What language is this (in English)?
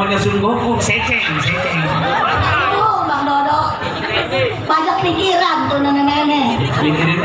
Betawi